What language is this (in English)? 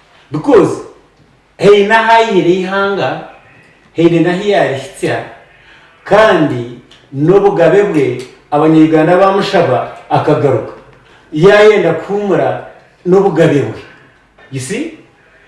Nyankole